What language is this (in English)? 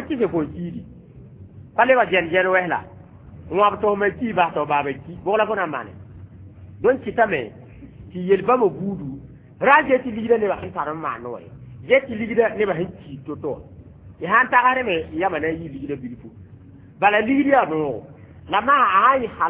Mossi